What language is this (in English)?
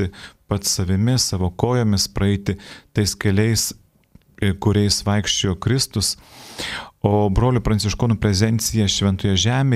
Lithuanian